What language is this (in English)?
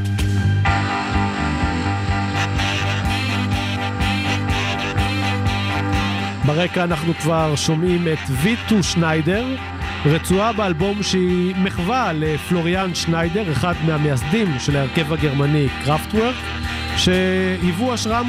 Hebrew